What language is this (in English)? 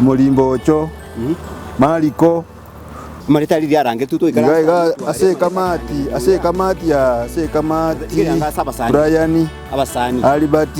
Gusii